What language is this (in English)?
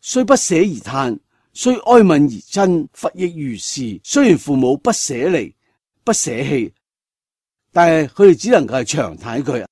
Cantonese